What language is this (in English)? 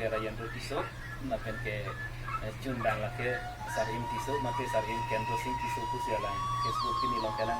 Karbi